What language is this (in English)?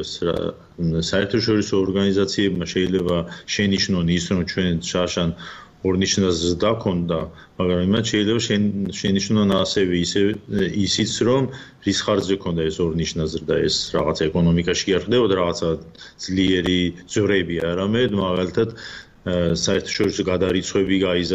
Georgian